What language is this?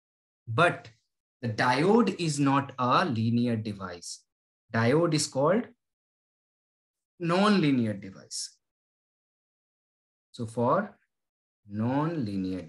Hindi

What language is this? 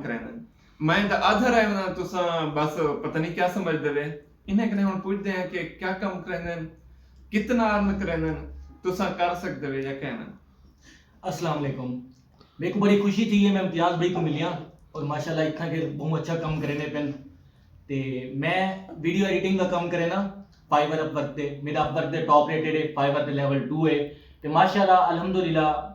Saraiki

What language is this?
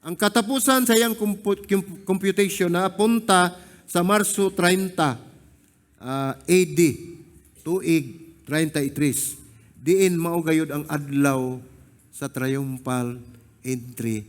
Cebuano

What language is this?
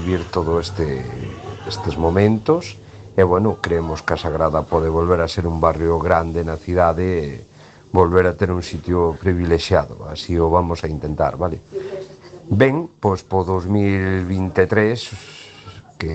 Galician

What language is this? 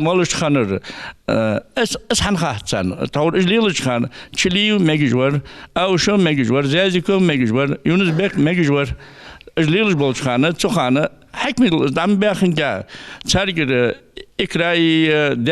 Ingush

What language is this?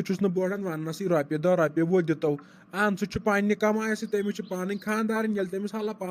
Kashmiri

